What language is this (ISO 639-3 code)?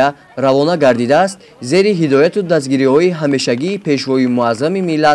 tgk